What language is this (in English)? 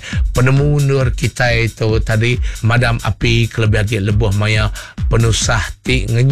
Iban